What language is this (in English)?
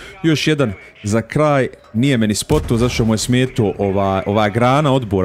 Croatian